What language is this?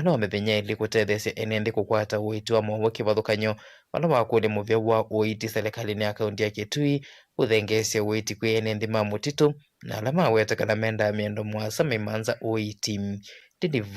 Kamba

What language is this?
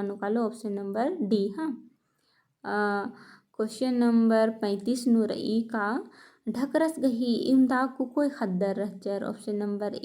Kurukh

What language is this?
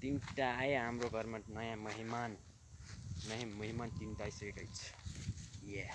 Nepali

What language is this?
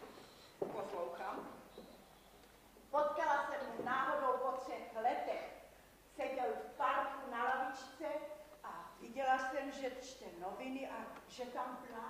Czech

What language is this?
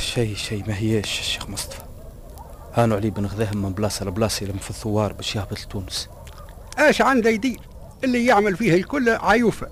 Tunisian Arabic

